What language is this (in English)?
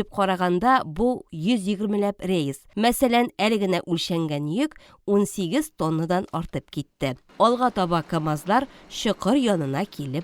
Tatar